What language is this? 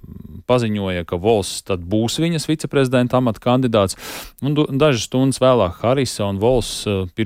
Latvian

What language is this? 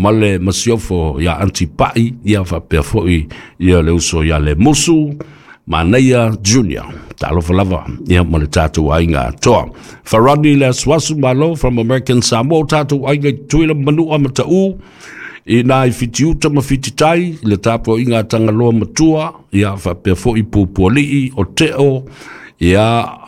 Samoan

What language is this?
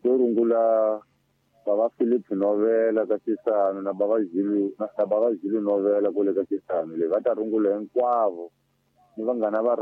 Tsonga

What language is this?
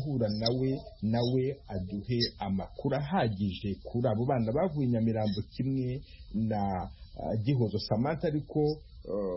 Kinyarwanda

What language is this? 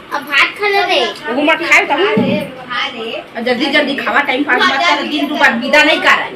Chhattisgarhi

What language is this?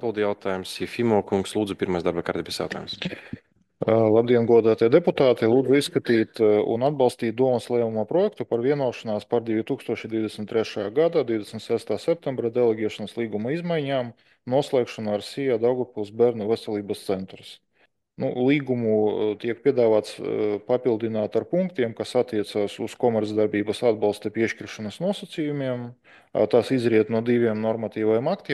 Latvian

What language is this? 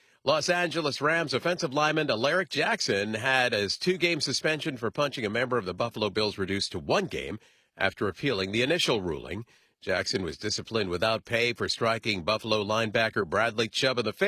English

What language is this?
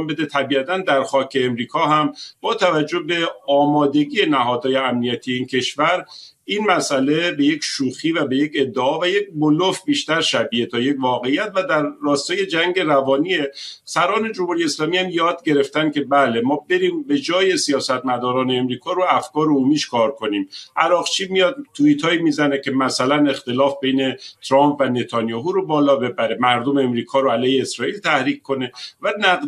Persian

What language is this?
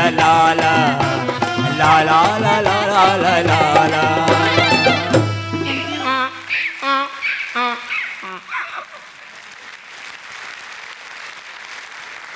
Kannada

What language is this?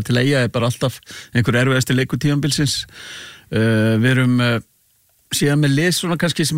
Icelandic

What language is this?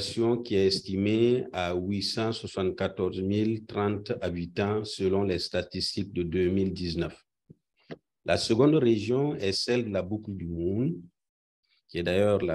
French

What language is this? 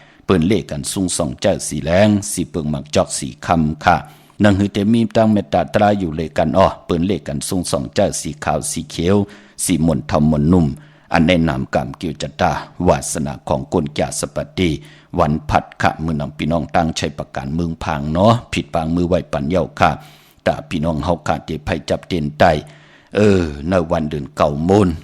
Shan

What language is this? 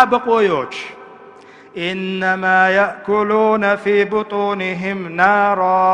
Chechen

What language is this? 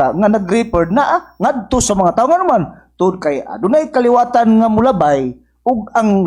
Cebuano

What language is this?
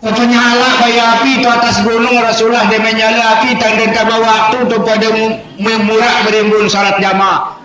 Sasak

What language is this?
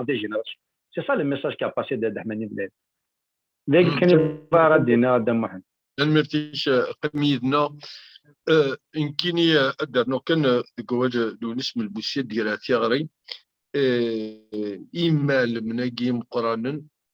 Kabyle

